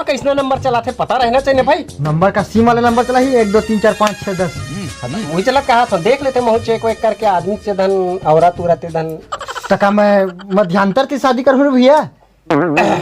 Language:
Chhattisgarhi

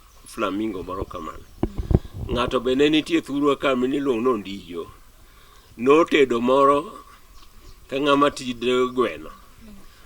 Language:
Luo (Kenya and Tanzania)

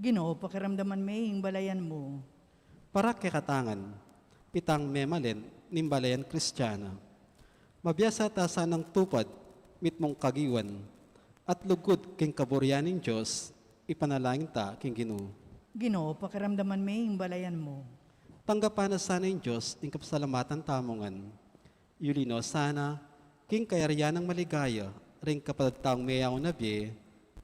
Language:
Pampanga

